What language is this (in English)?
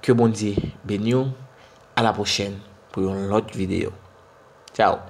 Haitian Creole